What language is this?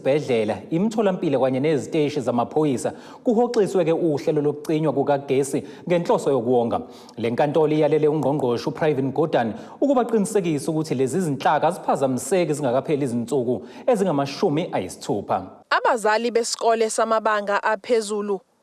Zulu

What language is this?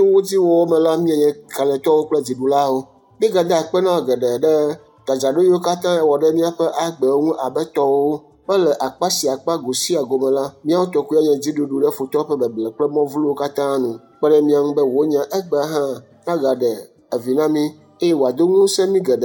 Ewe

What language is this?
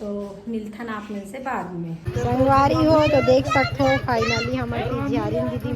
Chhattisgarhi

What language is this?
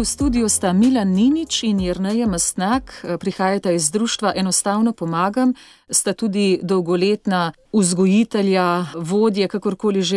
Slovenian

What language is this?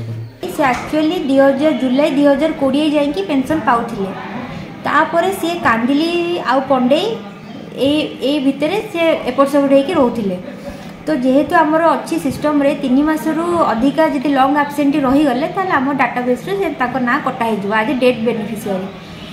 Odia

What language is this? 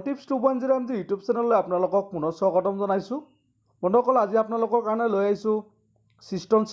Assamese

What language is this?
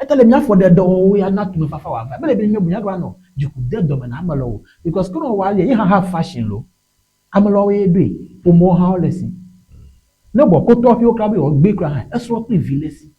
Ewe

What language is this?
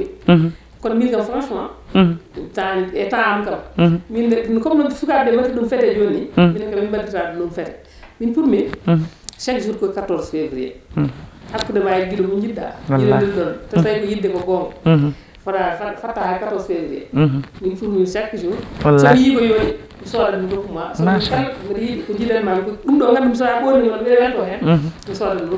Fula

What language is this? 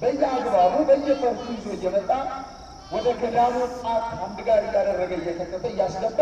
Amharic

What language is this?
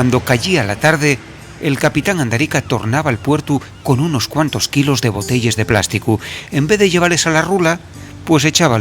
Asturian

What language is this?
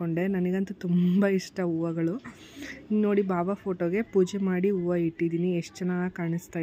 Kannada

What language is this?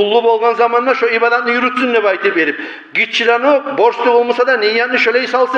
Kumyk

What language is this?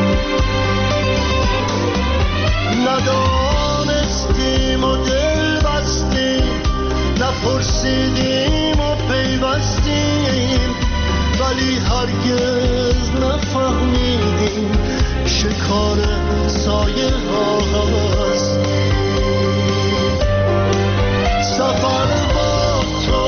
Persian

